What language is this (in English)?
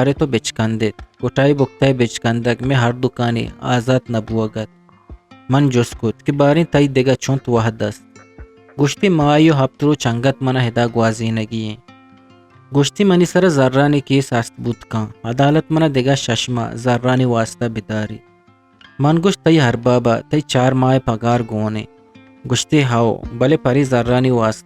Eastern Balochi